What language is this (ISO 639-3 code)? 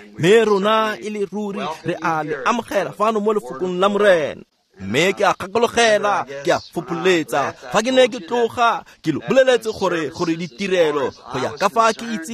tsn